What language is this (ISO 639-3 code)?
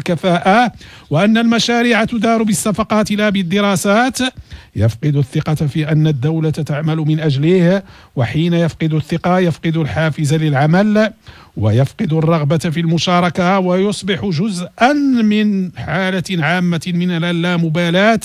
ara